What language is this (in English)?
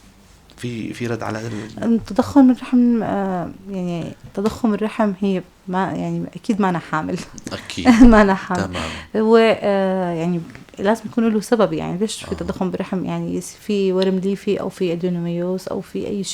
North Levantine Arabic